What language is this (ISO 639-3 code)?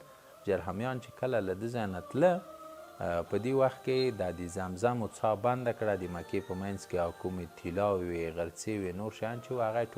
pus